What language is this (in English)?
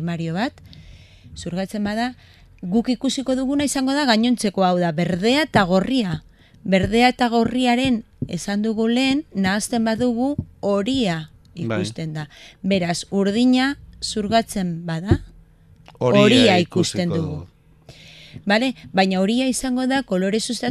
Basque